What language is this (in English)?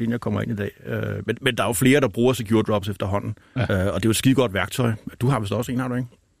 Danish